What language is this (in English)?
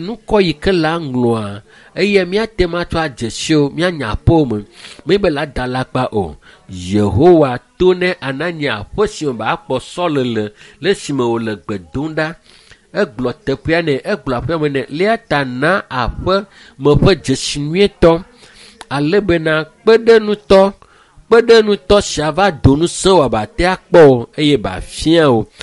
Ewe